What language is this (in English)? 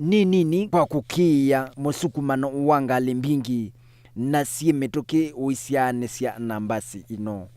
Kamba